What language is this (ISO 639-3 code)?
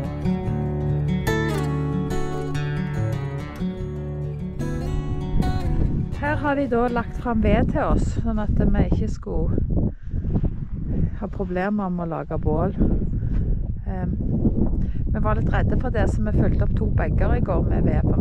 nor